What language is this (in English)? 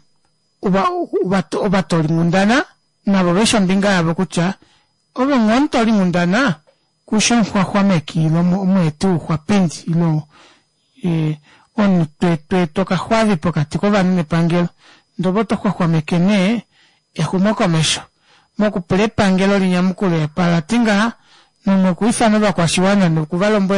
Kuanyama